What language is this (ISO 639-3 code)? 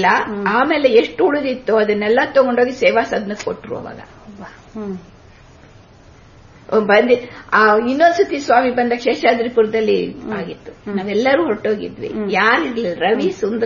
kan